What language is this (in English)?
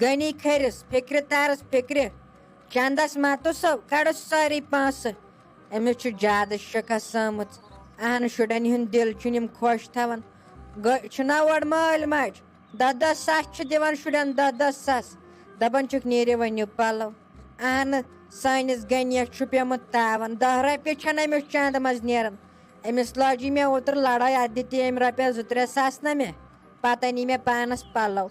Kashmiri